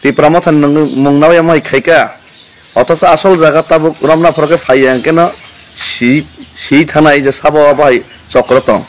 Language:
Kok Borok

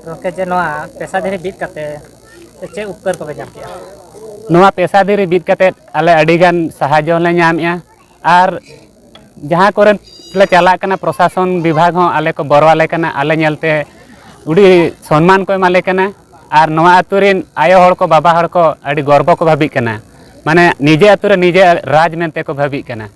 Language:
Santali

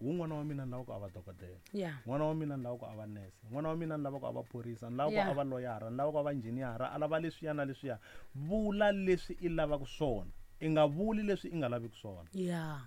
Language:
Tsonga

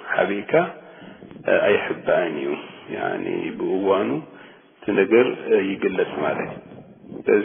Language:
Tigrinya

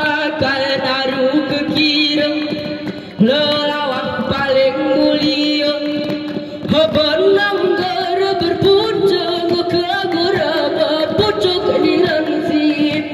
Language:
Gayo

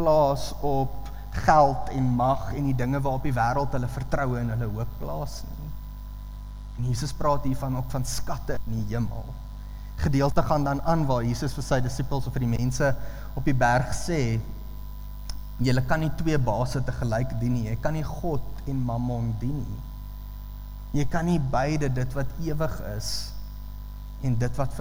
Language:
Afrikaans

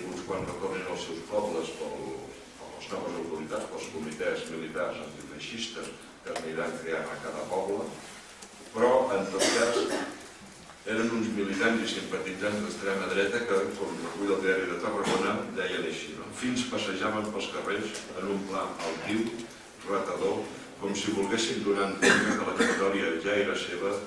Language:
Catalan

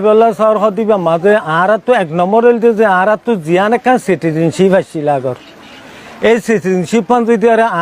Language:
Rohingya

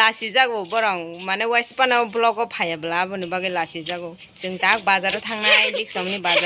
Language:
Kok Borok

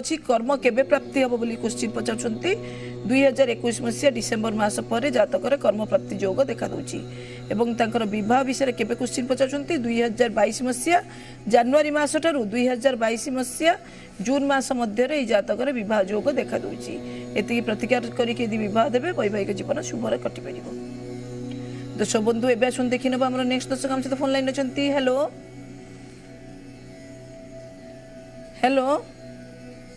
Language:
Odia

